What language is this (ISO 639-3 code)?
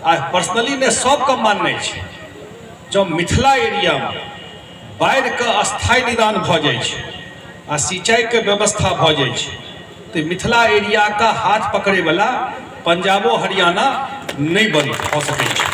mai